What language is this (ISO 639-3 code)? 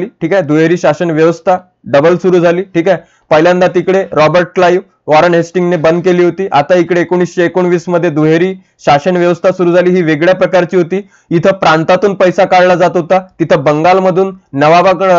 mar